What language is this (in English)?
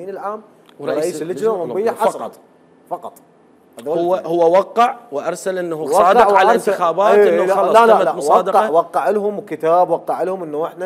Mesopotamian Arabic